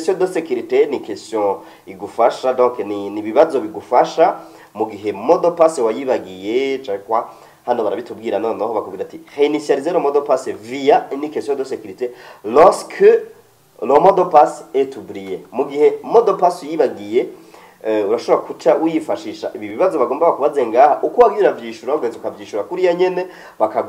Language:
Rundi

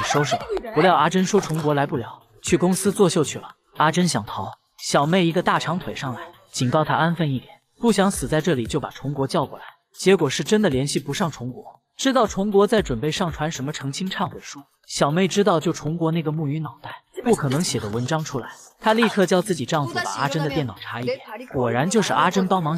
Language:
Chinese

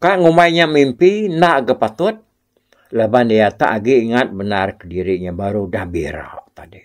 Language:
Iban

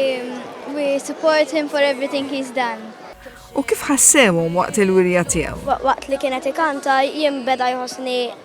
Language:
Maltese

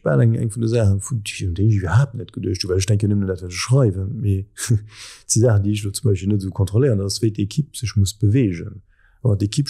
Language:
Luxembourgish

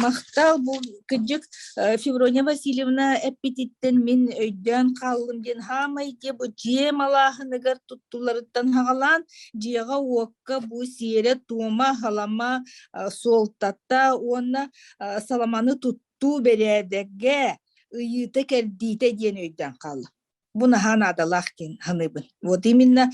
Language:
Yakut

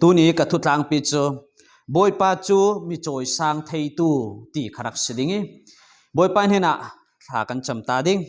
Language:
Falam Chin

